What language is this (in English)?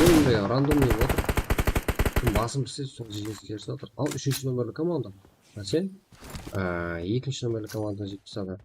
Kara-Kalpak